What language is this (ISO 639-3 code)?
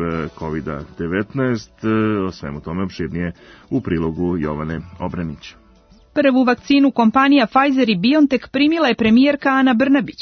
srp